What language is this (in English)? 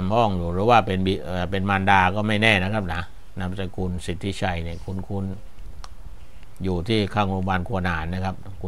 Thai